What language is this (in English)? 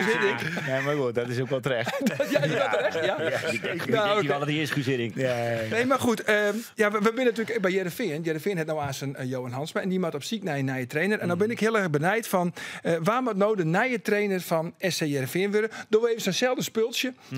Western Frisian